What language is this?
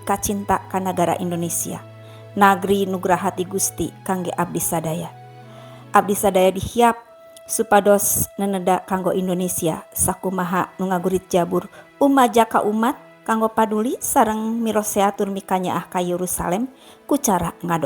Sundanese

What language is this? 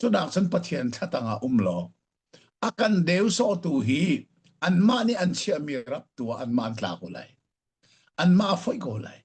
Hakha Chin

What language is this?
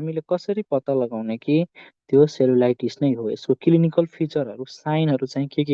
Nepali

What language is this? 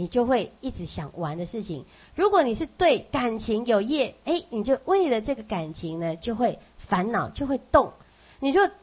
Chinese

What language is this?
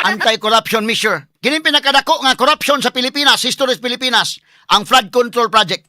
Cebuano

